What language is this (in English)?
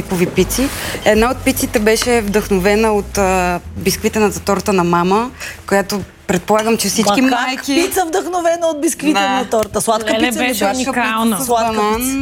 Bulgarian